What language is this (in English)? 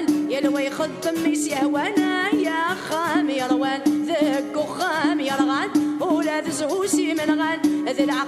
Kabyle